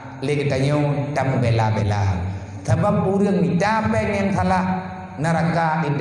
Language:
Achinese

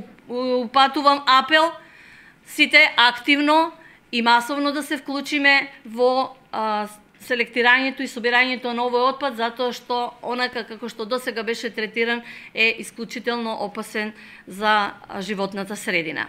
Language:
Macedonian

